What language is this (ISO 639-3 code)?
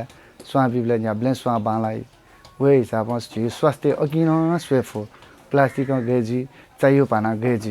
new